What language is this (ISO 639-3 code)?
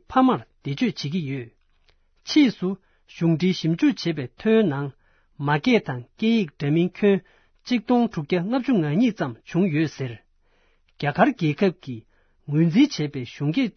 bod